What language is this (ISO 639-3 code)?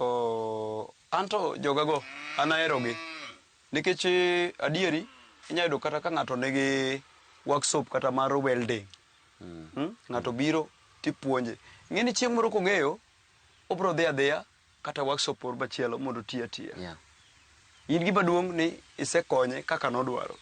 luo